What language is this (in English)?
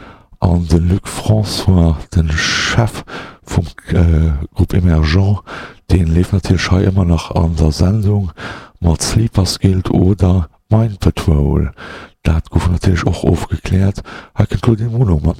Luxembourgish